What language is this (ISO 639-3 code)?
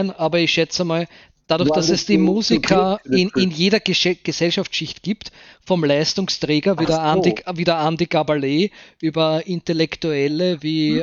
bar